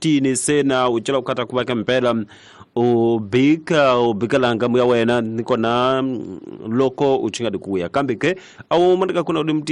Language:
Tsonga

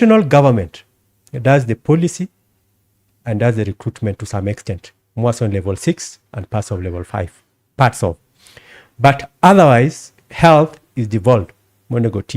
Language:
Luo (Kenya and Tanzania)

